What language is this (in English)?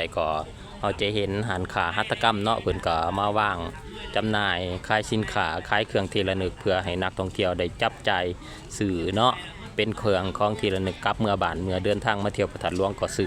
Lao